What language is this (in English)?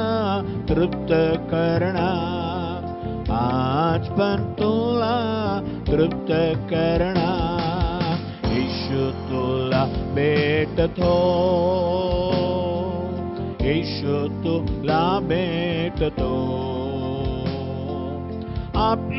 Marathi